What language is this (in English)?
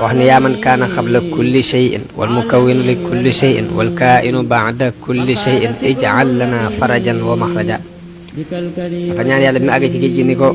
Wolof